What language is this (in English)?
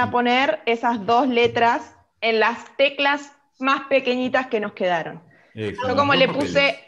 Spanish